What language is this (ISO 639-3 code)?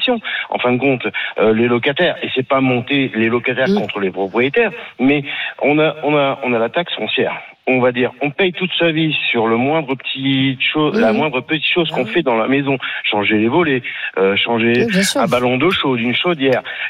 fra